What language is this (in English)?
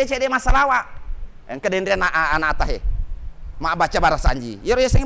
Buginese